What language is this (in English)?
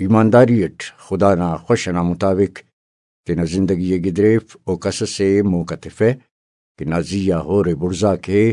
Brahui